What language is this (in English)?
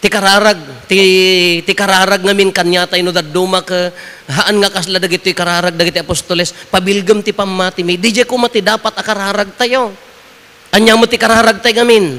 Iloko